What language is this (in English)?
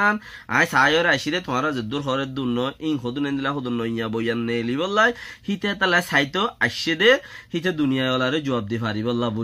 Rohingya